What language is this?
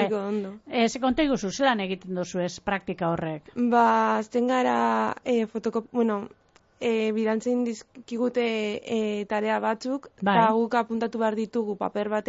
Basque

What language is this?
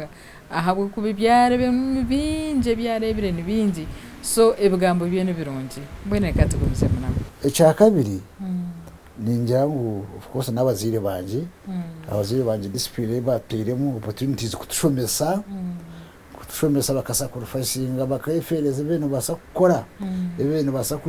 Nyankole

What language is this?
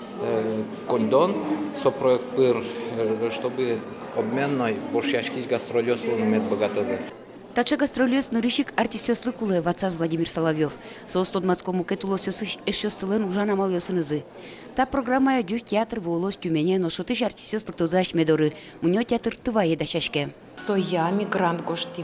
Udmurt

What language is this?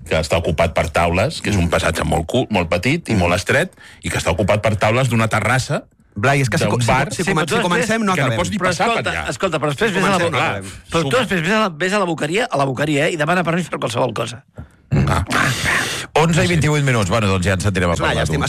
Catalan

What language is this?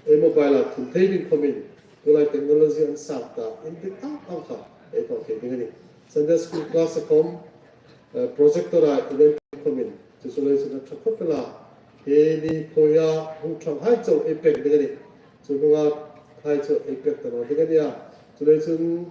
Hmar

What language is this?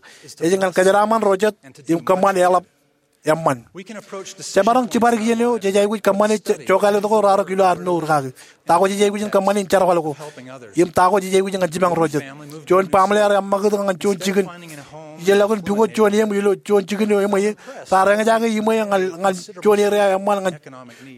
Marshallese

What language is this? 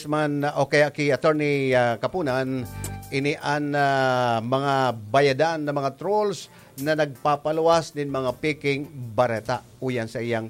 Bikol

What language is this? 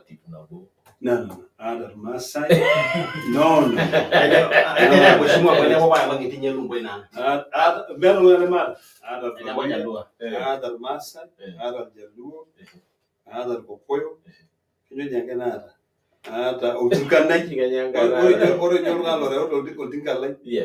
Masai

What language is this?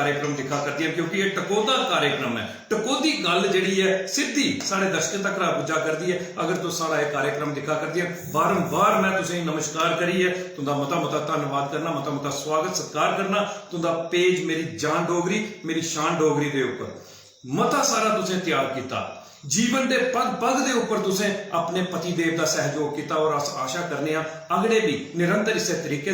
Dogri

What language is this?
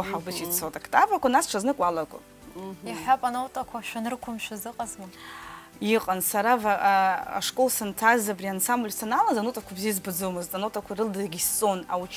Abkhazian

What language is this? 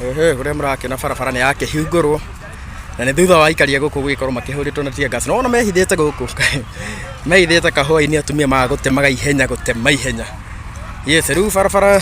Kikuyu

